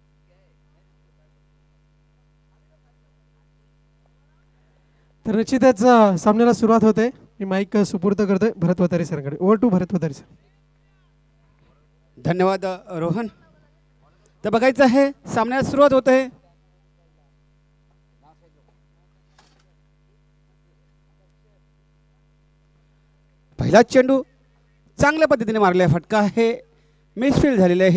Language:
Marathi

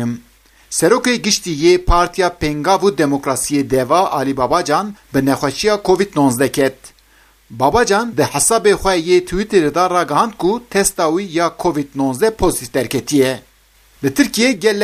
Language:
Kurdish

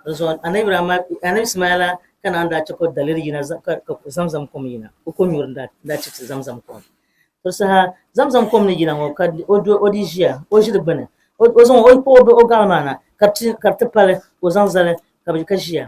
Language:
Dagbani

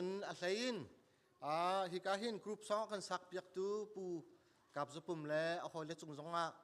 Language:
Hakha Chin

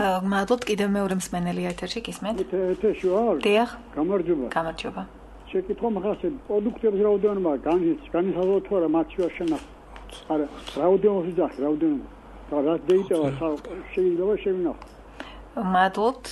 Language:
Georgian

